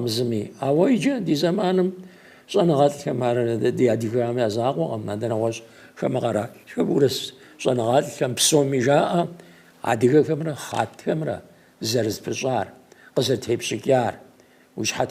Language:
Kabardian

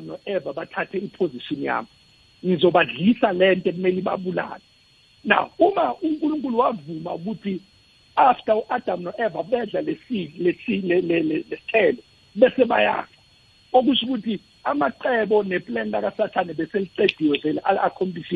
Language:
South Ndebele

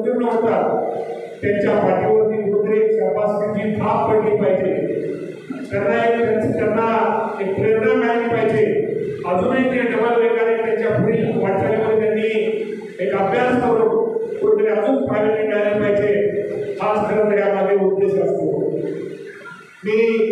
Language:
Marathi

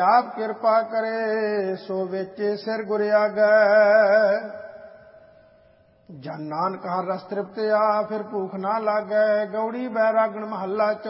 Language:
Punjabi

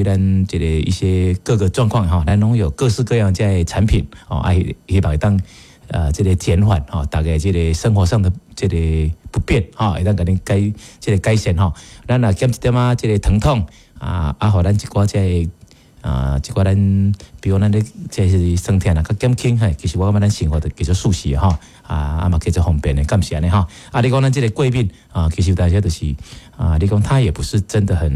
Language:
Min Nan Chinese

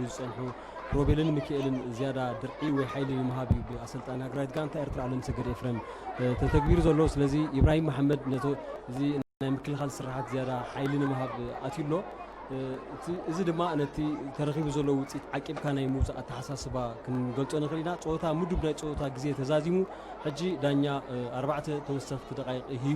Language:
Tigrinya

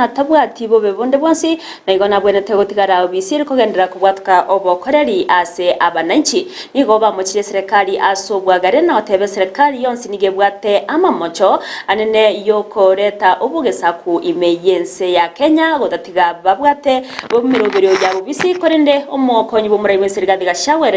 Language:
Gusii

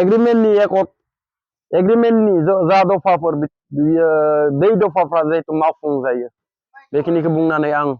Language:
Bodo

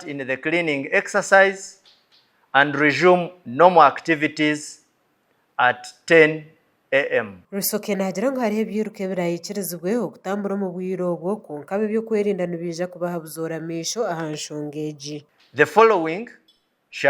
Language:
Nyankole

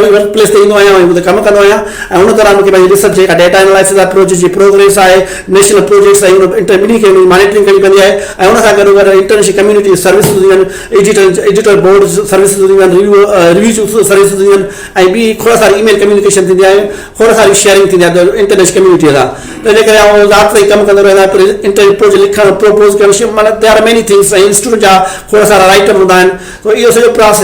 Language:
Sindhi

